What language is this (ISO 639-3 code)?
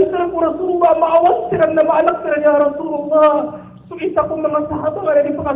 mrw